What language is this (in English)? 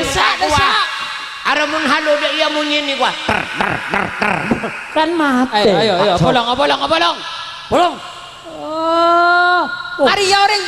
Madurese